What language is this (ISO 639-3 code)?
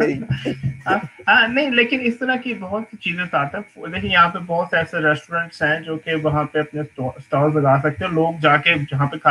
hin